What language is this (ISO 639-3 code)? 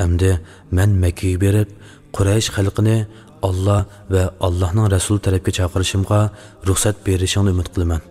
uig